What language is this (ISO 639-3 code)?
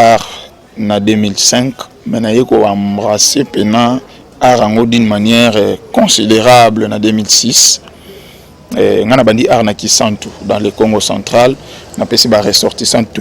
lin